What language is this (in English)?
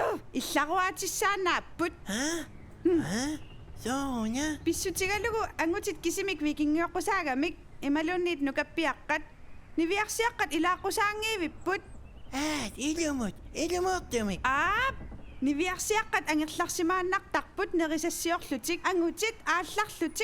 Kalaallisut